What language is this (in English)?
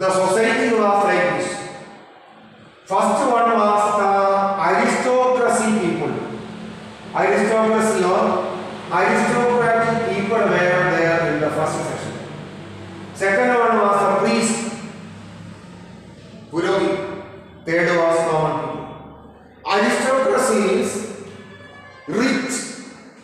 English